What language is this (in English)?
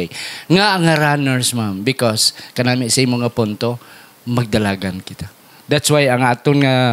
Hiligaynon